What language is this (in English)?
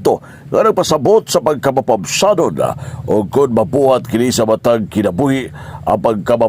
Cebuano